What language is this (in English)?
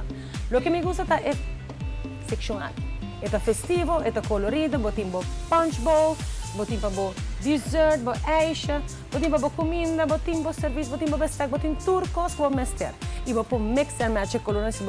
Papiamento